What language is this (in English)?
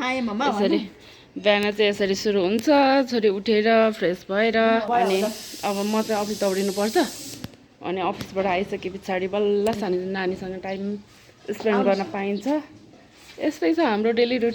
Nepali